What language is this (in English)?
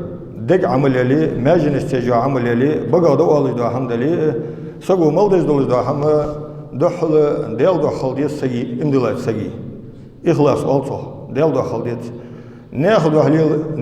Ingush